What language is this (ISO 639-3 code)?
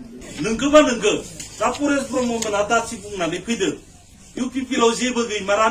brx